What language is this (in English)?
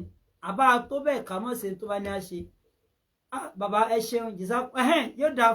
Yoruba